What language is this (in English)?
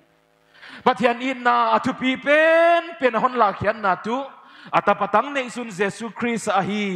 Paite Chin